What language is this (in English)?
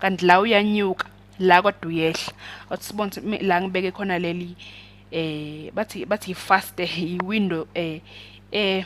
Zulu